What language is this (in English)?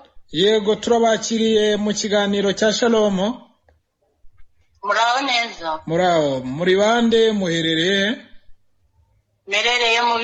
Kinyarwanda